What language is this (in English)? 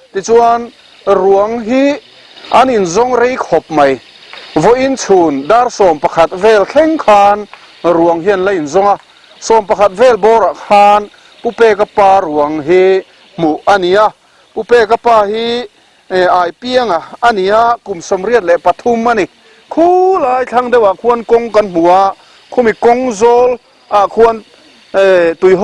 Mizo